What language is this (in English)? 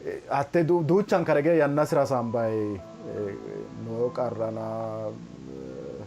Sidamo